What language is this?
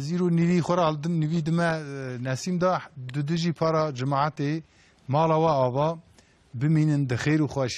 Kurdish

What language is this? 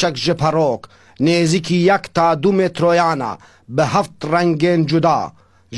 Kurdish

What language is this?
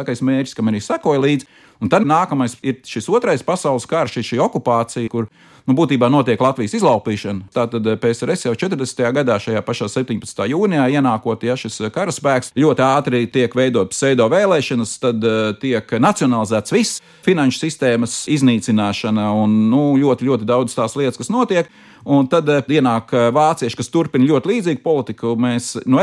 Latvian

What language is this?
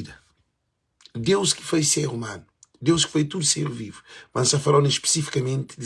Kabuverdianu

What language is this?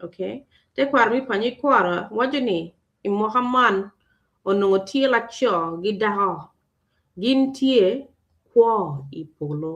Acoli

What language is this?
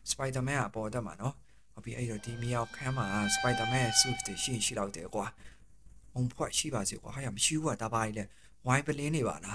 Burmese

